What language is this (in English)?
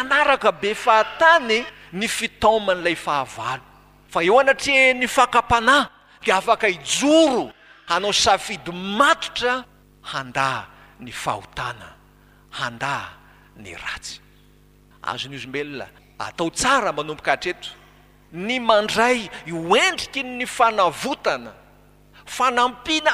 Malagasy